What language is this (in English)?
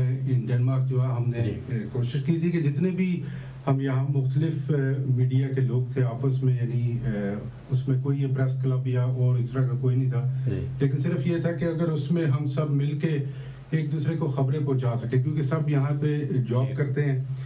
Urdu